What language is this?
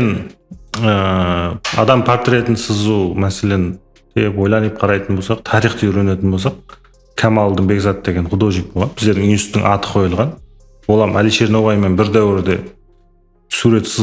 Kara-Kalpak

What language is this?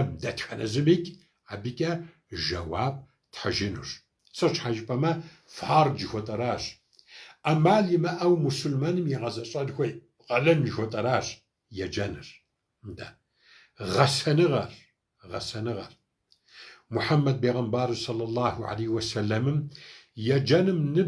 Kabardian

